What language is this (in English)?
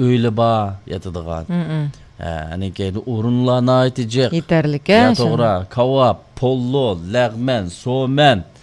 Uyghur